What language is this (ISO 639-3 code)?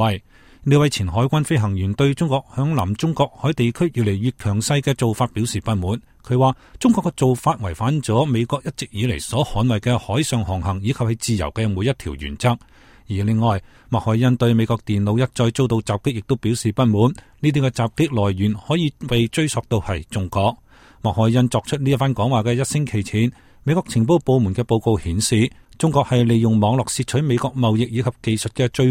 yue